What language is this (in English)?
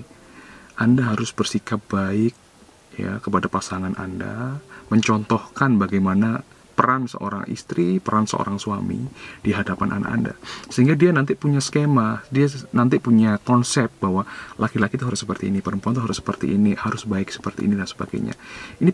Indonesian